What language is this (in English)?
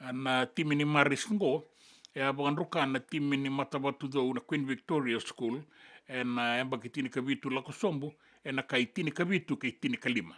Fijian